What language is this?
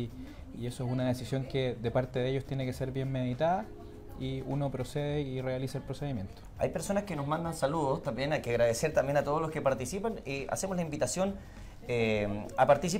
Spanish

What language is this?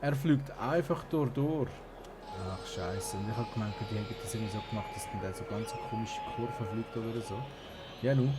Swiss German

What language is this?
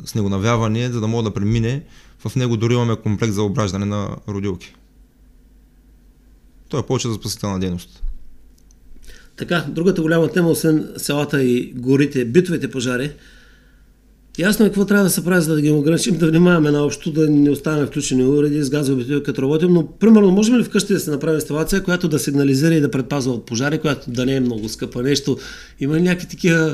Bulgarian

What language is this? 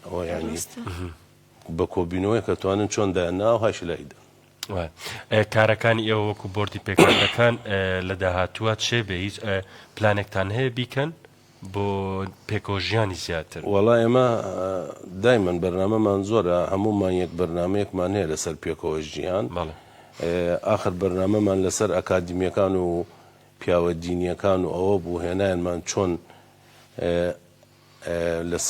Central Kurdish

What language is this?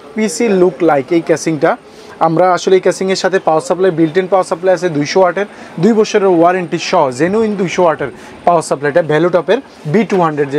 Bangla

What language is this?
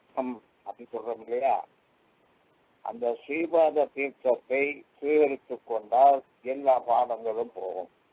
Tamil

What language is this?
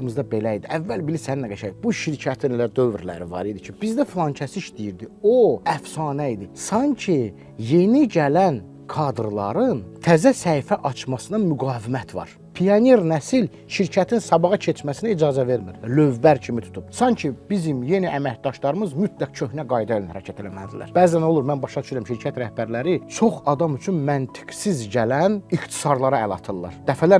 Azerbaijani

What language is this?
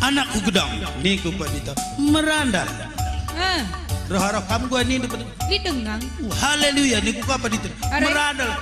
Batak Karo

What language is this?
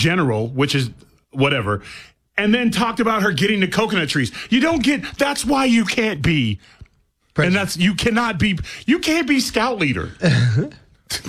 English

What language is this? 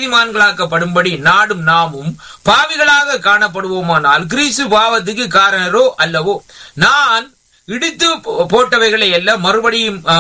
Tamil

